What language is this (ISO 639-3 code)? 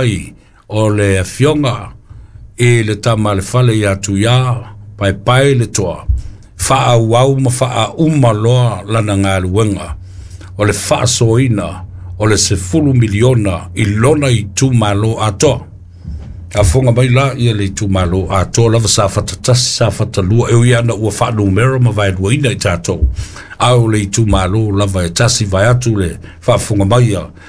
smo